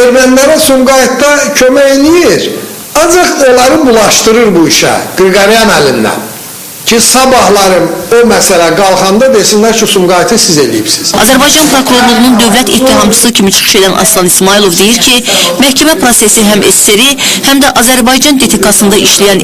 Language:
Azerbaijani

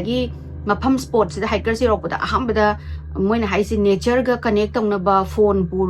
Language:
Manipuri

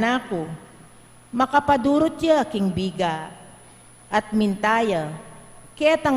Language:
Pampanga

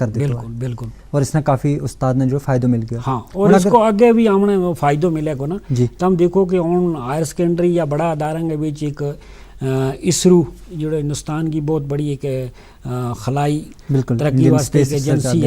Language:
Gujari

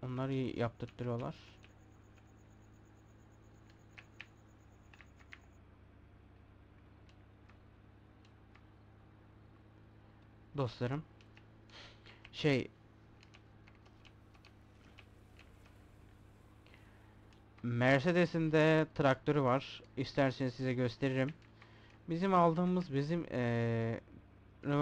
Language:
Turkish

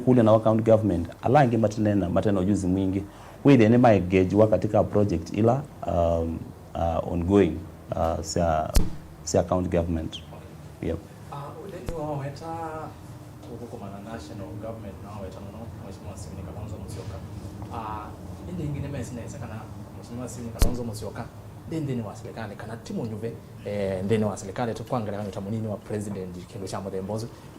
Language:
Kamba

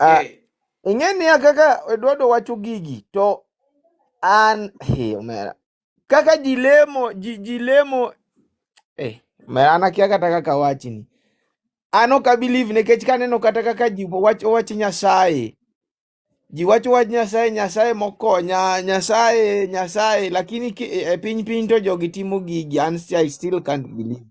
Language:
Luo (Kenya and Tanzania)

